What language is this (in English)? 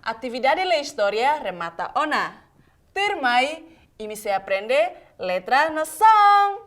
Tetum